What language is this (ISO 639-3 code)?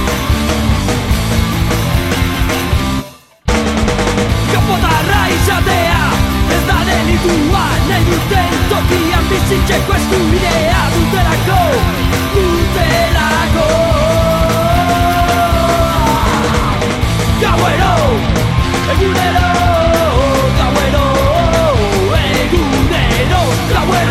eus